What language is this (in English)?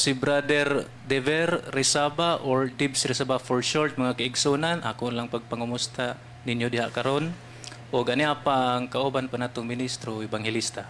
Cebuano